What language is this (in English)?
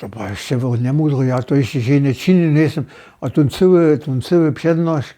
Upper Sorbian